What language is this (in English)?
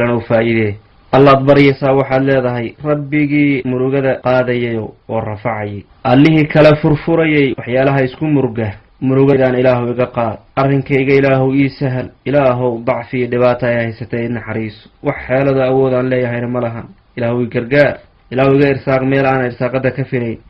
Somali